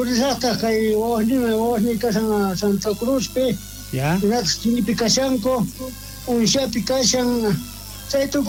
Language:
South Bolivian Quechua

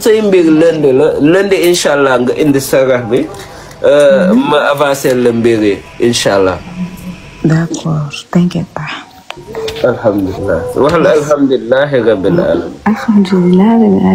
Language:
Wolof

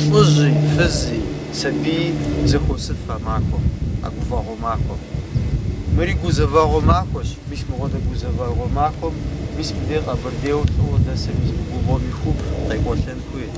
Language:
Kabardian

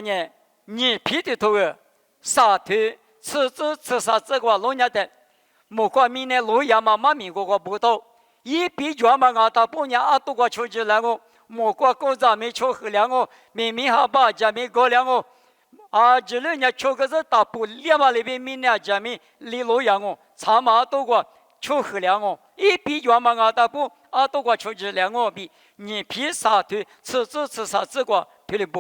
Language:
Lisu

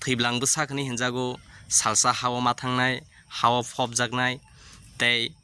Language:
Kok Borok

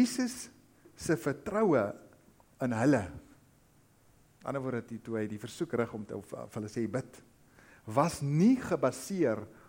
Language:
Afrikaans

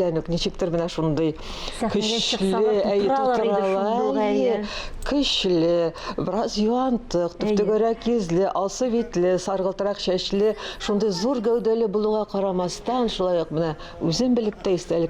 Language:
Tatar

